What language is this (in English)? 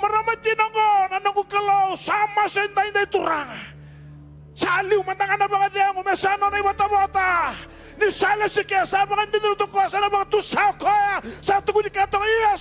Fijian